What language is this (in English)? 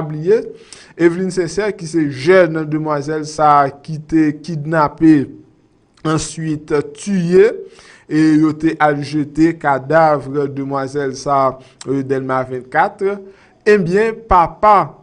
Haitian Creole